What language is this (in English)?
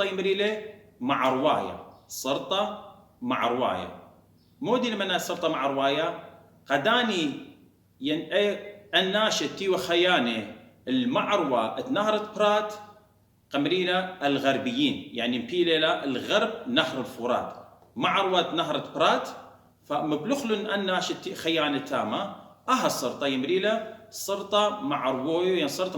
Assyrian Neo-Aramaic